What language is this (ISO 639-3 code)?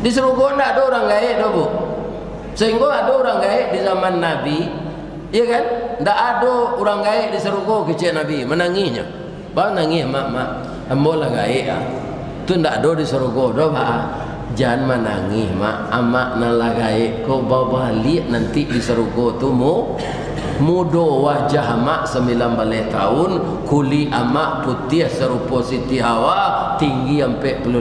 min